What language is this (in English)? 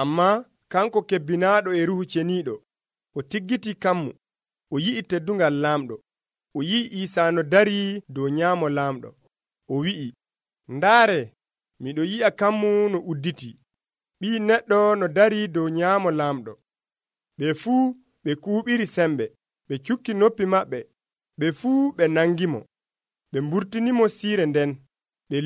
Nigerian Fulfulde